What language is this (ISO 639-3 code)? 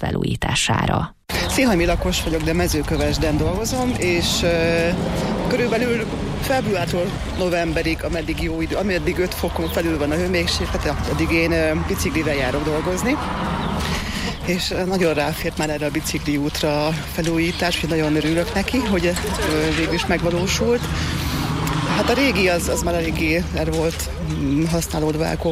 hun